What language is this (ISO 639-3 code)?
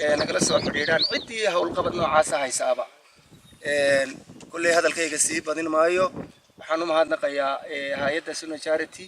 som